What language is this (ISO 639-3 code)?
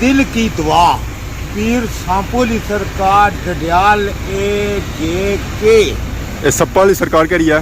phr